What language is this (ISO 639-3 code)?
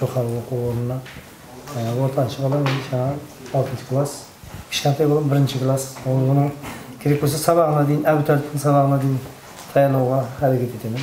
kaa